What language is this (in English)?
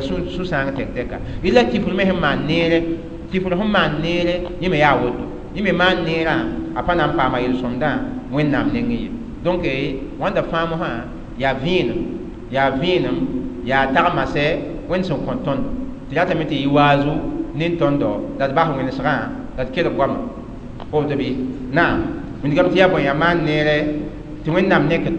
Mossi